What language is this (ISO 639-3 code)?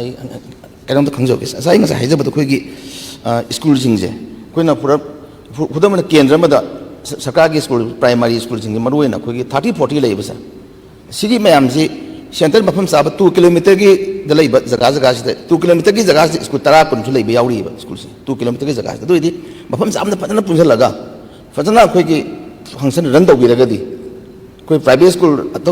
mni